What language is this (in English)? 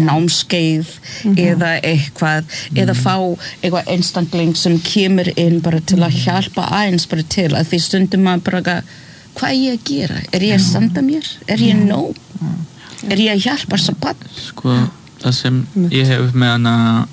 Icelandic